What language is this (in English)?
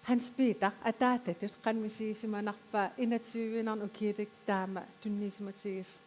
Kalaallisut